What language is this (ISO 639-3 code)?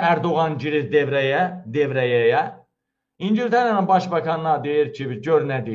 aze